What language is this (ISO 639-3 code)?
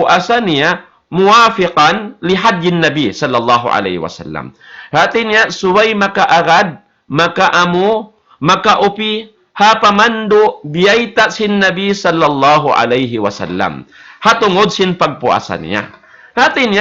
tsg